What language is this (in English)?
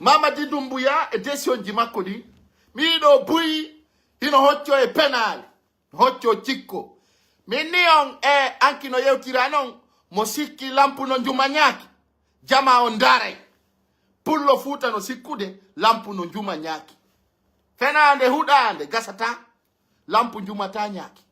Pular